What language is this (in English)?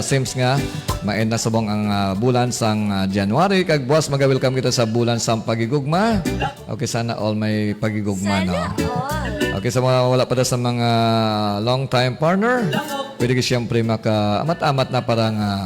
Hiligaynon